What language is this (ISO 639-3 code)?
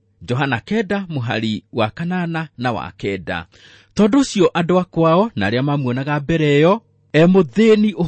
kik